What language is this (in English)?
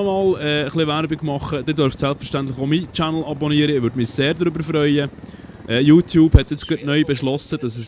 Swiss German